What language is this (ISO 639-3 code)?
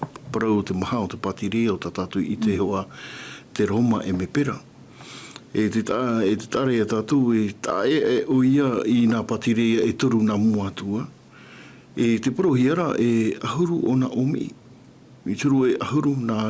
tah